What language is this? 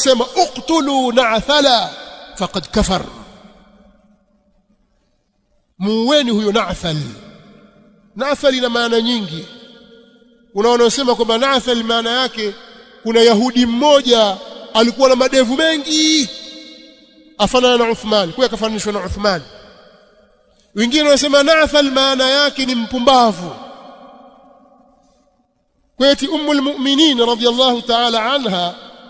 Swahili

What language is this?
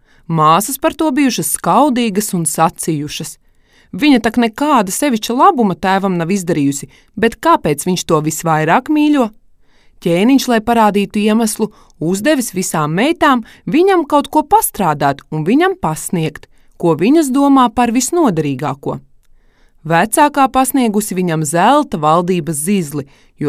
Latvian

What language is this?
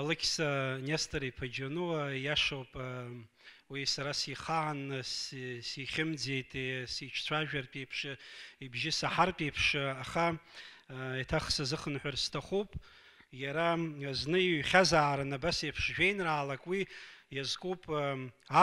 Abkhazian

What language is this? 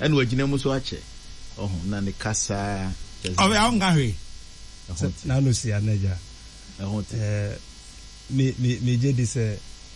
Akan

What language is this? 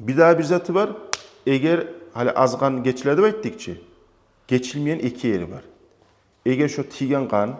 Kumyk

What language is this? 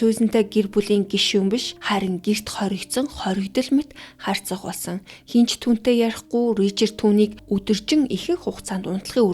Mongolian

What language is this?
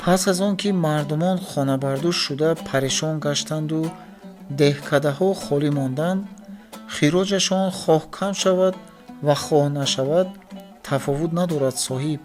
Tajik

